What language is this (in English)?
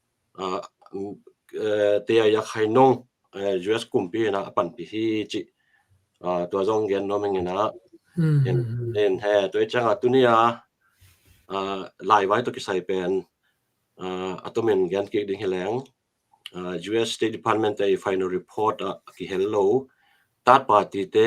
Tedim Chin